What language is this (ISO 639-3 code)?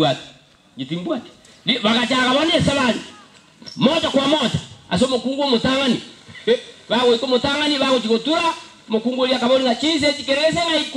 guz